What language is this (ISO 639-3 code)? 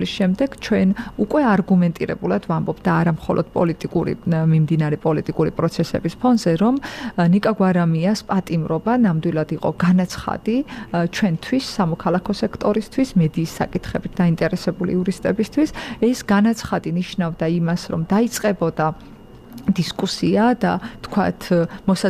kat